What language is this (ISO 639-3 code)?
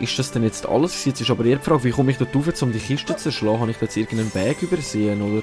gsw